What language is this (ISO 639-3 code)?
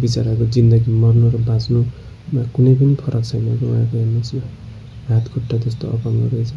nep